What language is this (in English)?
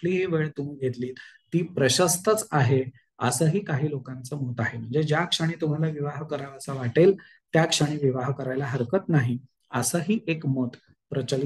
Marathi